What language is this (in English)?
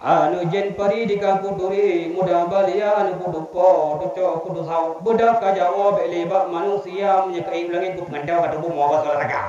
Achinese